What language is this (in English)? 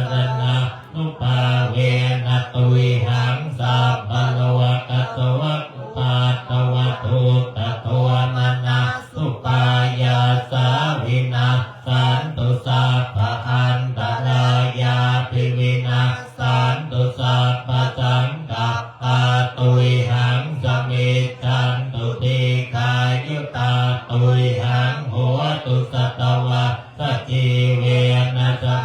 Pali